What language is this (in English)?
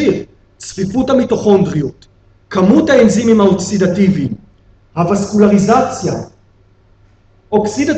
Hebrew